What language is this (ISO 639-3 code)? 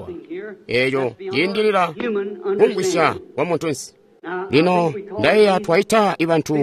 toi